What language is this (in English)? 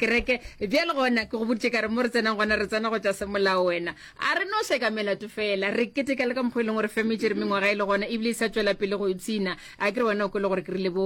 Northern Sotho